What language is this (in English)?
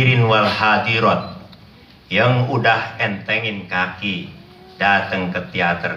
Betawi